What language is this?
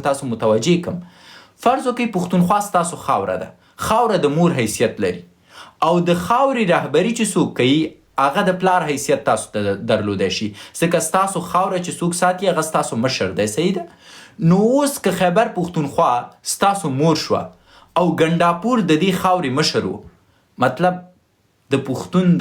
Pashto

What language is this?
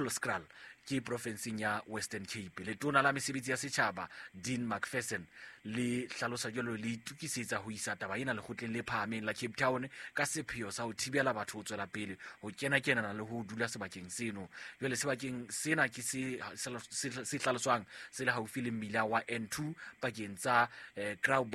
Southern Sotho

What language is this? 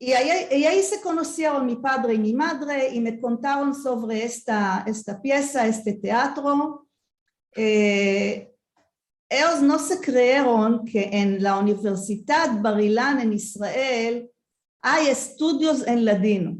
Ladino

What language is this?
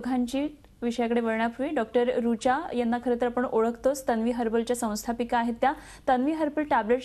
Marathi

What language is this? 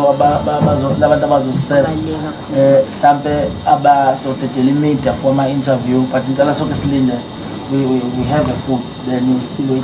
Zulu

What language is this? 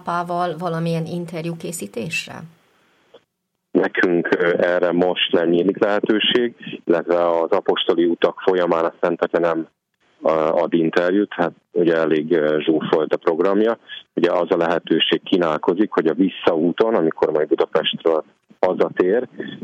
Hungarian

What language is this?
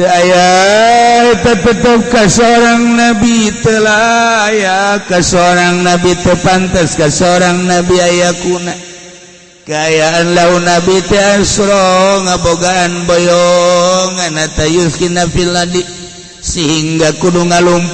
Sundanese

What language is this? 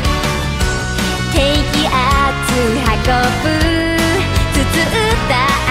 Japanese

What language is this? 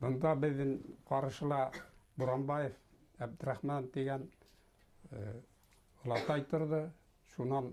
Bashkir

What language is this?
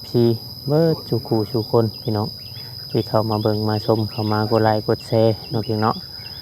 Northeastern Thai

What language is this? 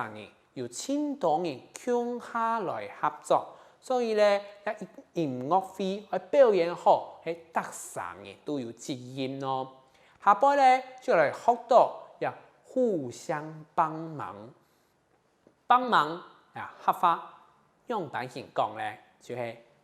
Hakka Chinese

